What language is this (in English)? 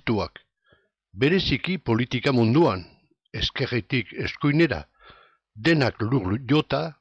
Basque